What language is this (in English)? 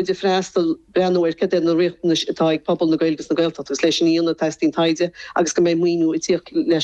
Irish